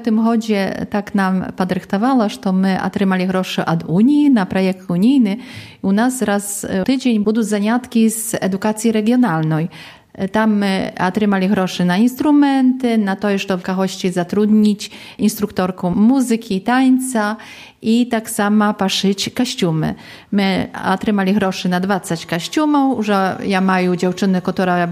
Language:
Belarusian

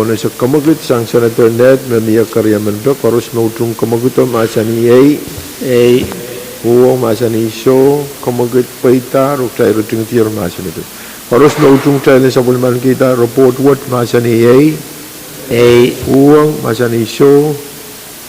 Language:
Pohnpeian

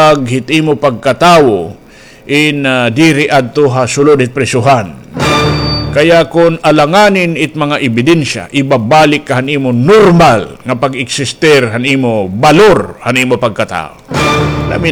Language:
Waray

